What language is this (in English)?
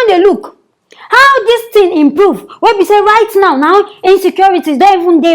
Nigerian Pidgin